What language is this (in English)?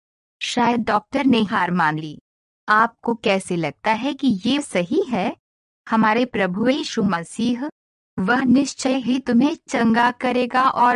Hindi